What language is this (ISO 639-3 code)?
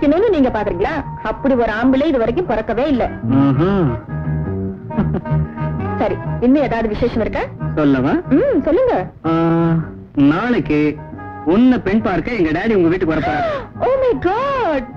tam